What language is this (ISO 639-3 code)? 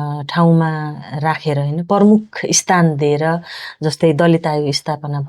nep